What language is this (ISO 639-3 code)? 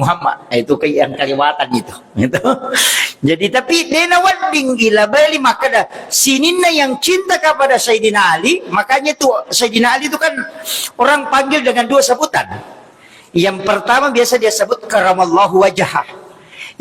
bug